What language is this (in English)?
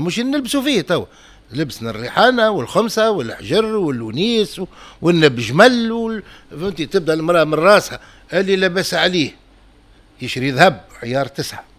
Tunisian Arabic